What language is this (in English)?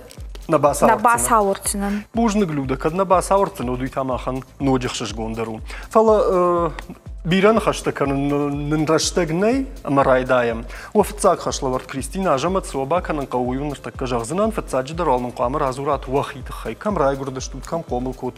Ossetic